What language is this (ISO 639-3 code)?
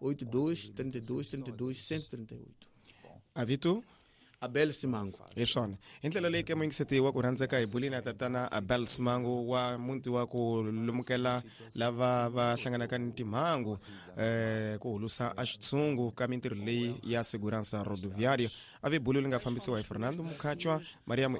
tso